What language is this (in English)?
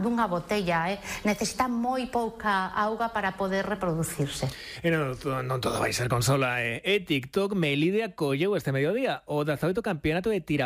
Galician